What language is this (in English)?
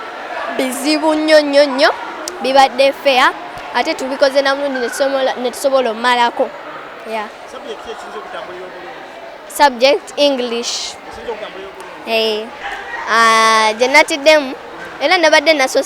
Ganda